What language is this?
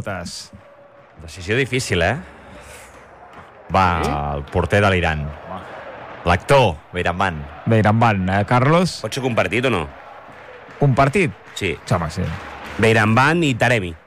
Catalan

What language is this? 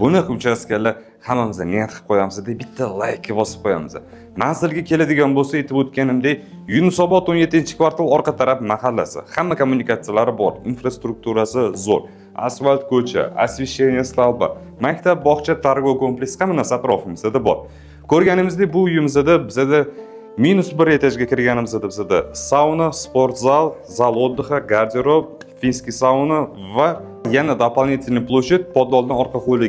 Uzbek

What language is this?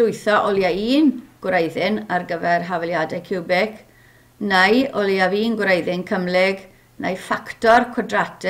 Welsh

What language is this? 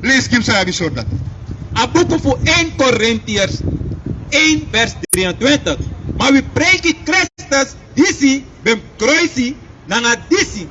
Sranan Tongo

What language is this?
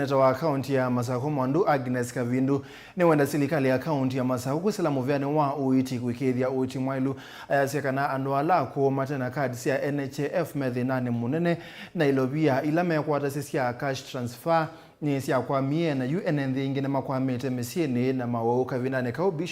Kamba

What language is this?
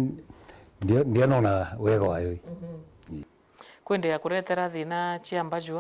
Meru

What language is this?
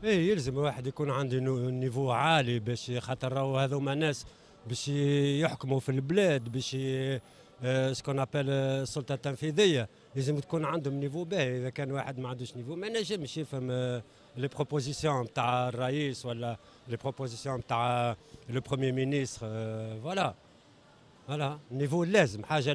Tunisian Arabic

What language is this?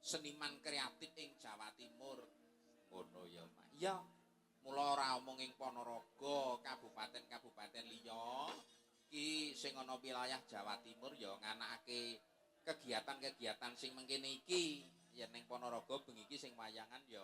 Javanese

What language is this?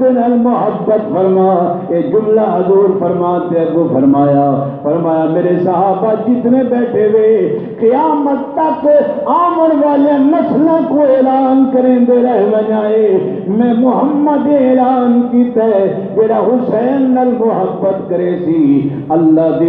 Saraiki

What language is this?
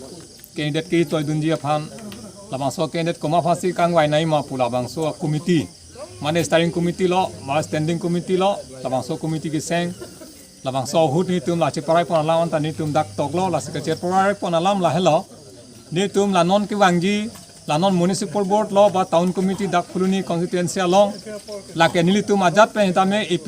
Karbi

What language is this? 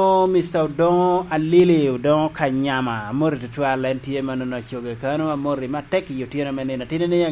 Lango (Uganda)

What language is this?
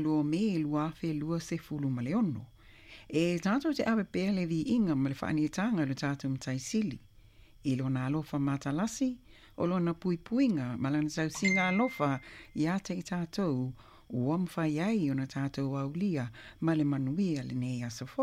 Samoan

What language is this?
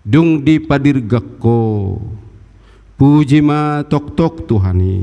Batak Toba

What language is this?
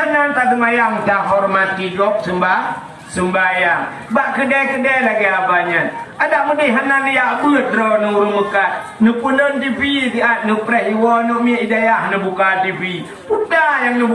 Achinese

